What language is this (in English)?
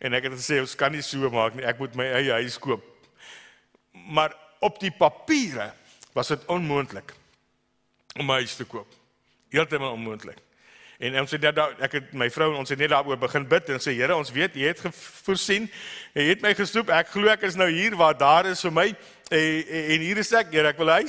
Afrikaans